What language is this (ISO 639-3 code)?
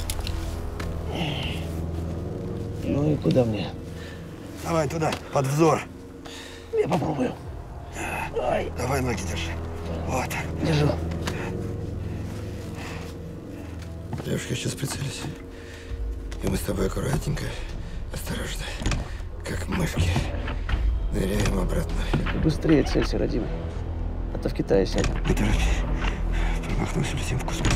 rus